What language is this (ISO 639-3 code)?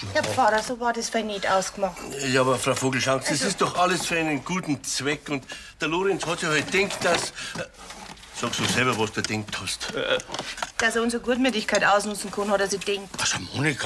bar